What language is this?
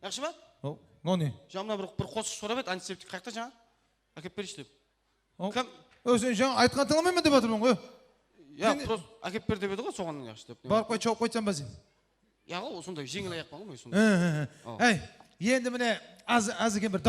Kara-Kalpak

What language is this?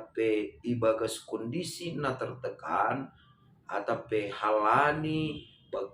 Batak Simalungun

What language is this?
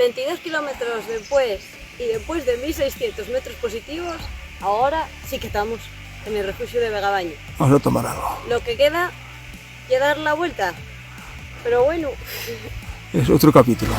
Asturian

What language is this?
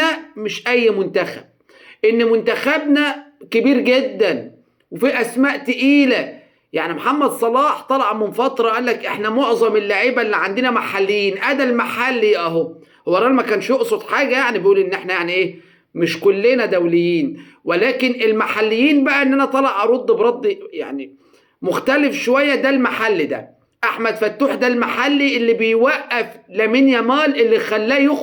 Egyptian Arabic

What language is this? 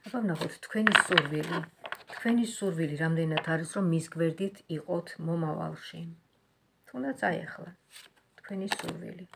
Georgian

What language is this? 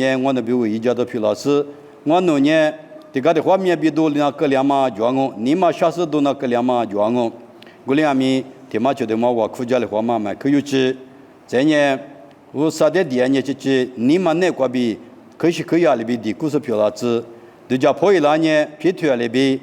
Lisu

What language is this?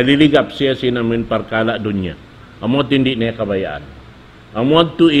Tausug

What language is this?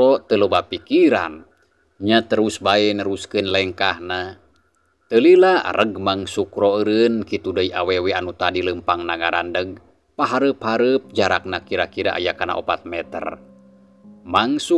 Sundanese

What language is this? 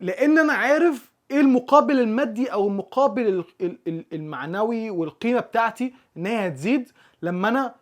Egyptian Arabic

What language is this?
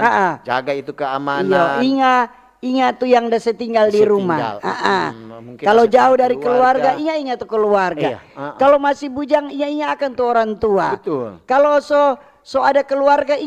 Manado Malay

